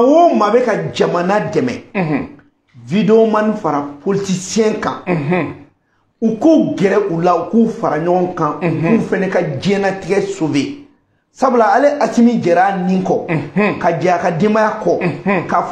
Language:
Bambara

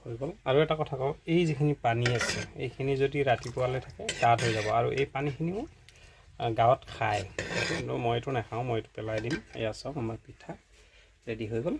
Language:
Assamese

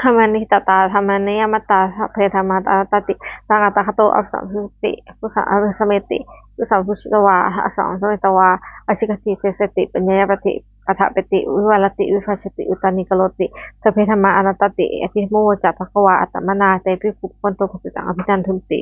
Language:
Pali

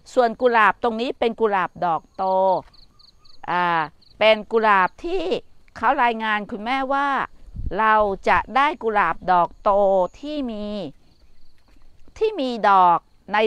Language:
Thai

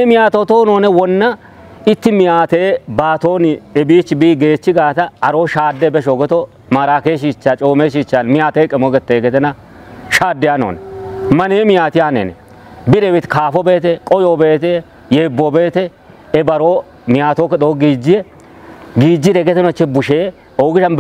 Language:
Kafa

